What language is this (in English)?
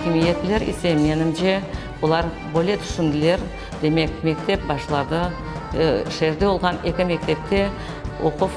Crimean Tatar